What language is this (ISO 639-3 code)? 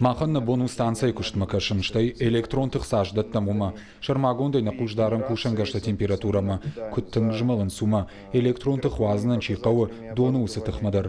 oss